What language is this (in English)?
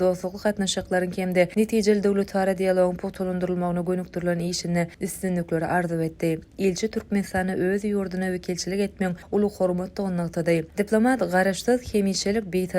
Turkmen